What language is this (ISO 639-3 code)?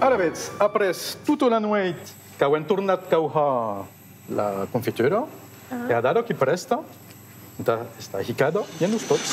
oci